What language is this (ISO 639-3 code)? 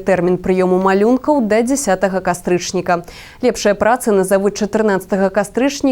bel